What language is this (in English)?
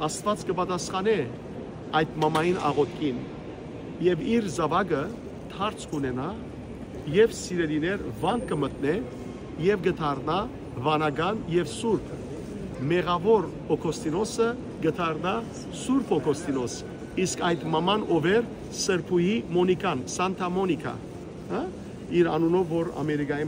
Western Armenian